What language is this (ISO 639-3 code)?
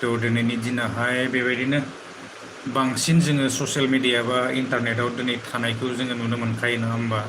brx